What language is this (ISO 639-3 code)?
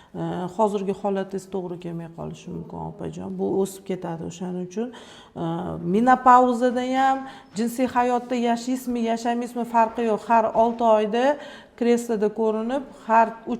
uzb